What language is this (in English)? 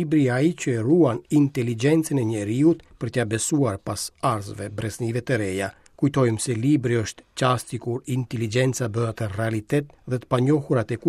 Albanian